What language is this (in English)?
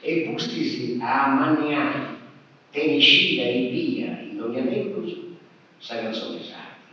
Sardinian